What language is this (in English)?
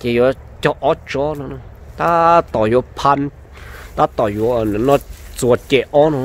Hmong